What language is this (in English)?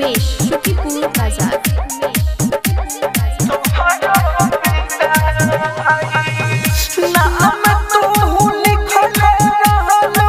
Bhojpuri